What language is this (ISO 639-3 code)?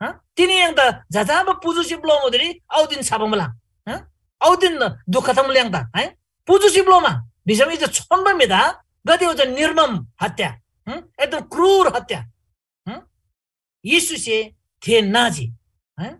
taj